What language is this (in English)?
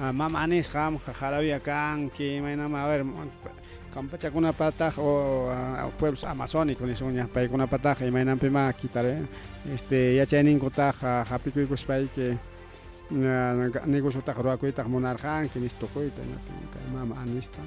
Ayacucho Quechua